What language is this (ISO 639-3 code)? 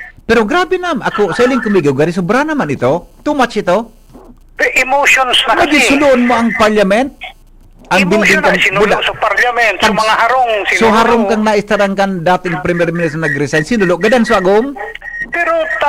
bik